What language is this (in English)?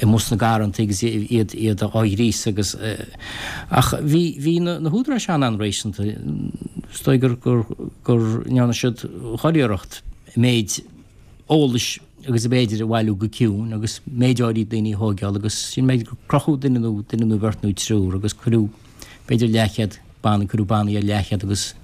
Irish